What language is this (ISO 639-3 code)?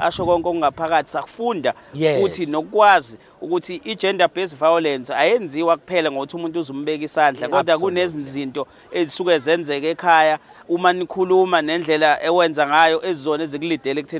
zul